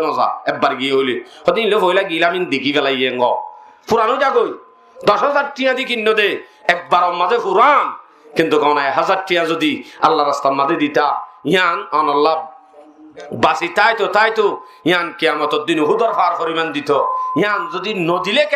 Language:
Rohingya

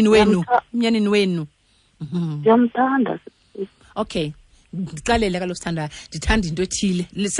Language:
Xhosa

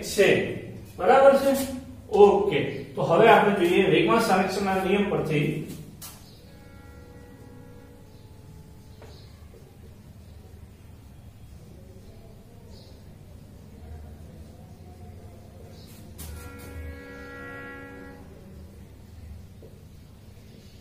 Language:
Gujarati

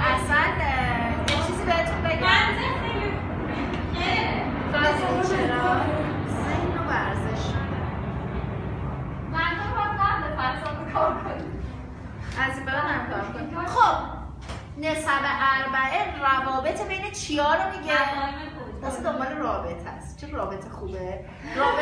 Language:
Persian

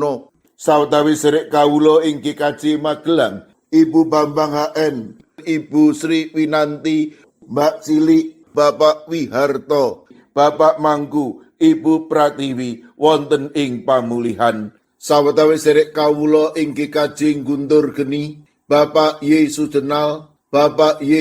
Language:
Javanese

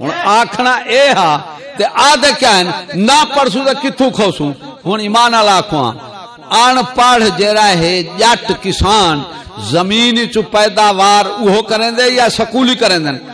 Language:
Saraiki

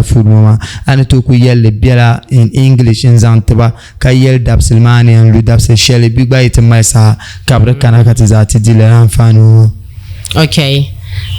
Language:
Dagbani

